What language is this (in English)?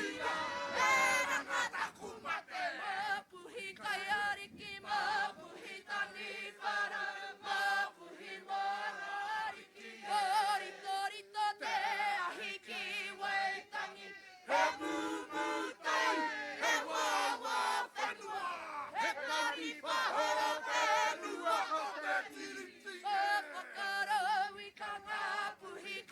Māori